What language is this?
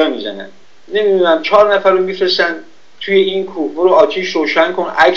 Persian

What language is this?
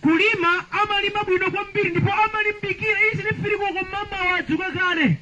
Nyanja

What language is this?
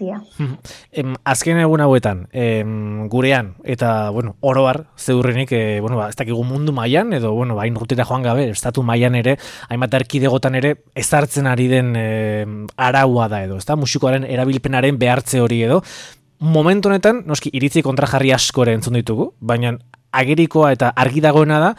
Basque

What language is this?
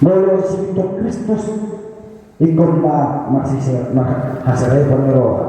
Batak Toba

